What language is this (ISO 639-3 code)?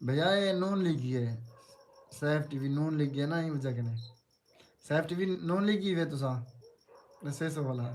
skr